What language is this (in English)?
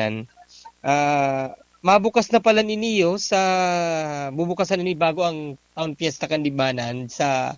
Bikol